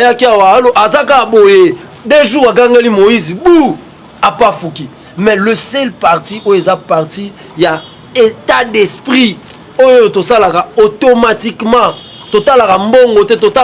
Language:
Lingala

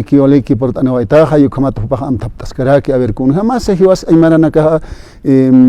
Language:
Aymara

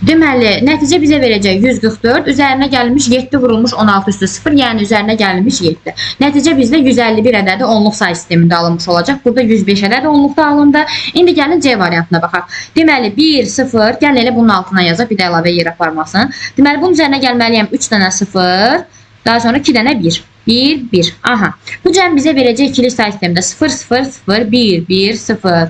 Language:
Azerbaijani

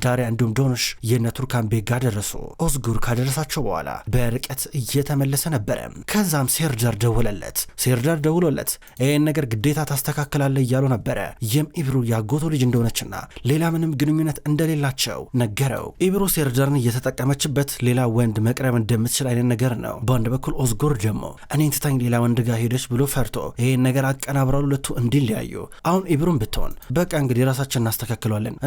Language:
Amharic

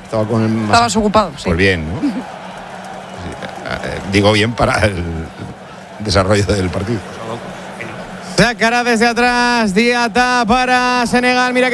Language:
Spanish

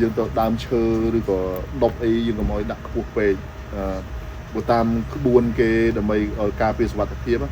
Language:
Khmer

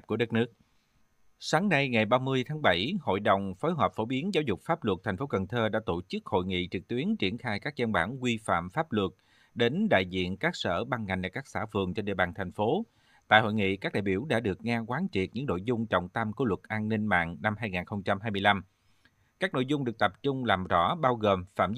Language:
Vietnamese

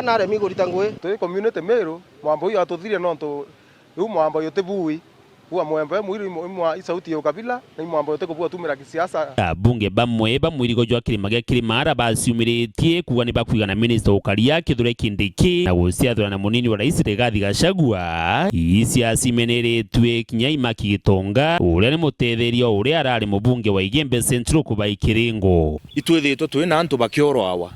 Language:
Meru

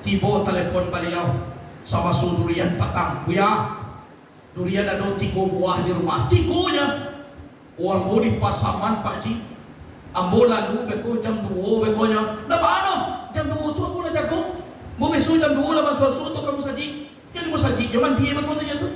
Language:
Minangkabau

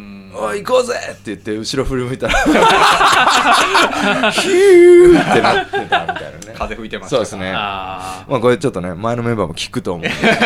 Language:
Japanese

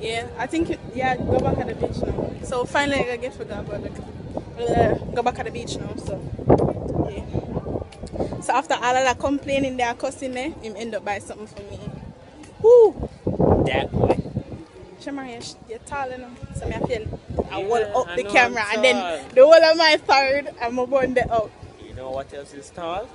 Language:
Jamaican Creole English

